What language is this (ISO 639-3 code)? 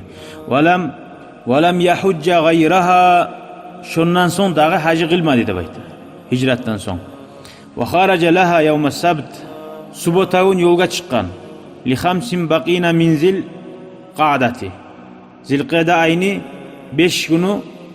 kum